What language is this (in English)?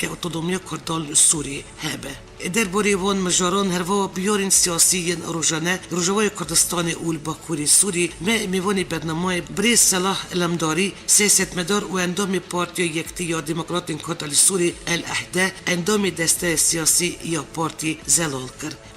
Kurdish